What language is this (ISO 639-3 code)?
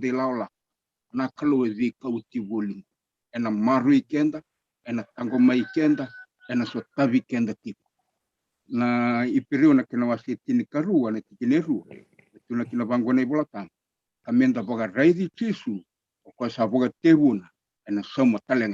fij